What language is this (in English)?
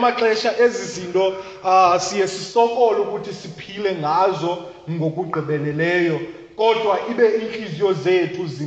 Xhosa